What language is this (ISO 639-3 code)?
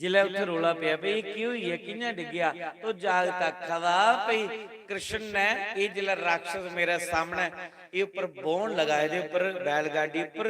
doi